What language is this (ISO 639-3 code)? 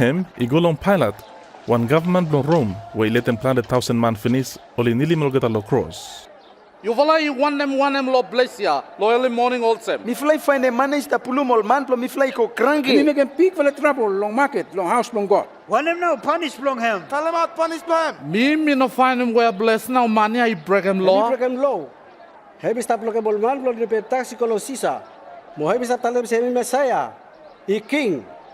bis